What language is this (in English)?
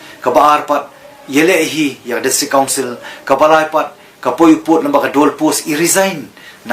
Khasi